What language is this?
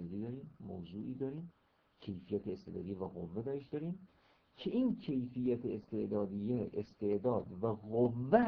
Persian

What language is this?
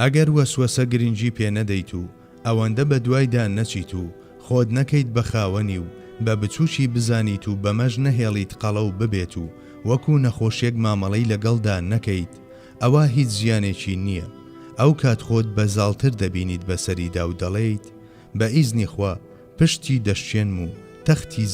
Central Kurdish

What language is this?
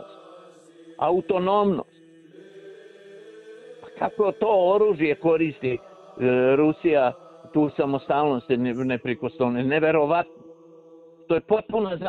Serbian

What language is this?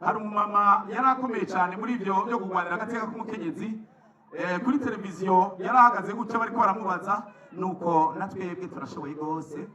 Rundi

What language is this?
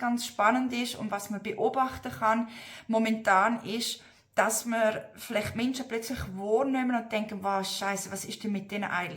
Swiss German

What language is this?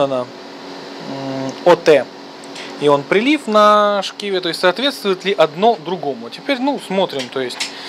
Russian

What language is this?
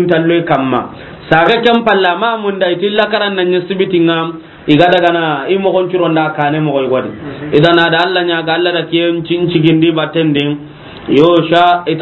Soninke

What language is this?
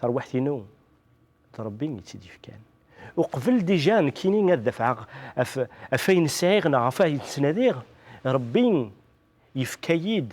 Kabyle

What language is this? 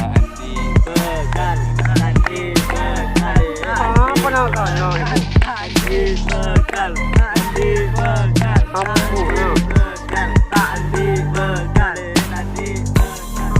Madurese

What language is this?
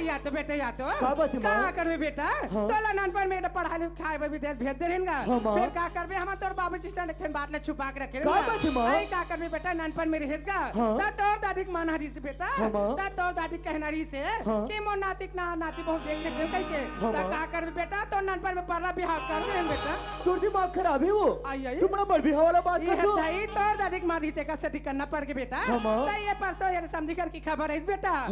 Chhattisgarhi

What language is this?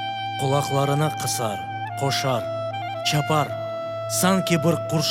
Crimean Tatar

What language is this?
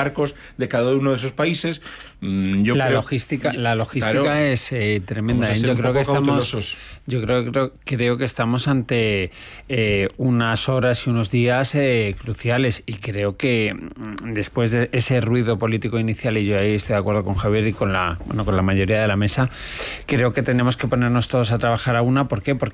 Spanish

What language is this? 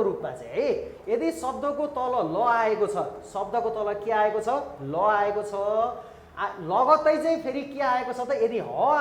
Nepali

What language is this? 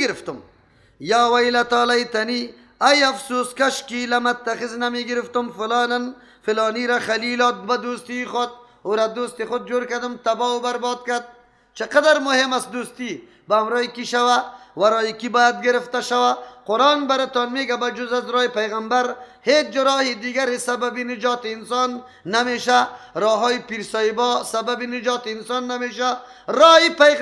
Persian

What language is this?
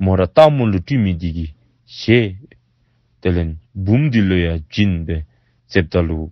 Dzongkha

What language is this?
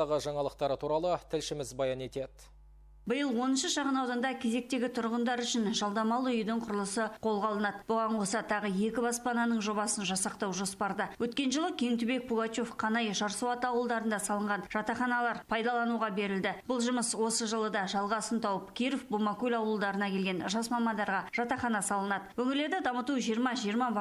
Kazakh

